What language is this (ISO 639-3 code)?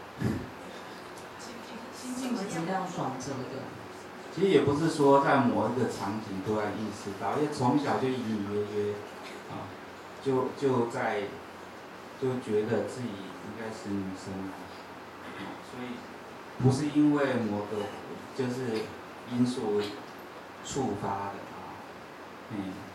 zho